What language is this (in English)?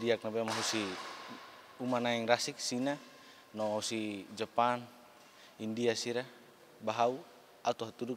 Tetum